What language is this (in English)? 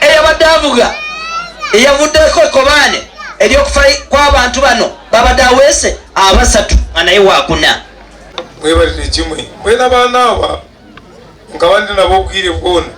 Ganda